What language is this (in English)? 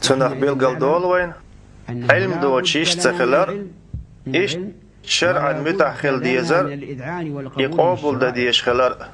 Chechen